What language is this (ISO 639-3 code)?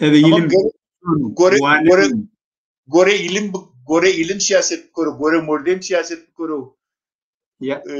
zza